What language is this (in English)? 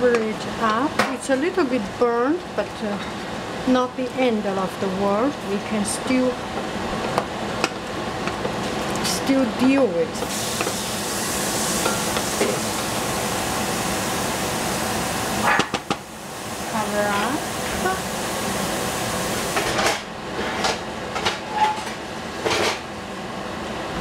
English